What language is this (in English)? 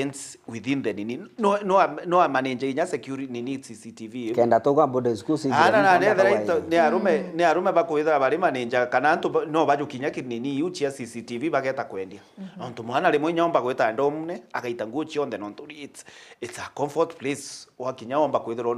Meru